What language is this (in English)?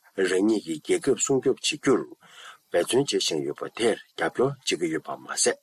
Tibetan